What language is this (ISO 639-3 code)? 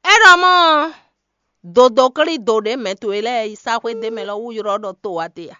fon